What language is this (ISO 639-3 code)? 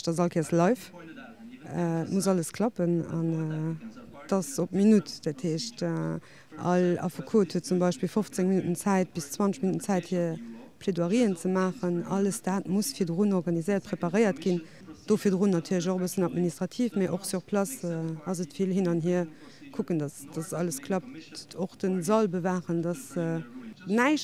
ltz